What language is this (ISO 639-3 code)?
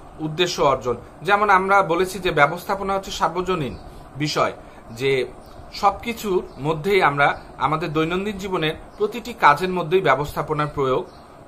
ben